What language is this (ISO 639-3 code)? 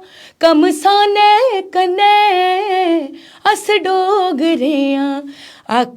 doi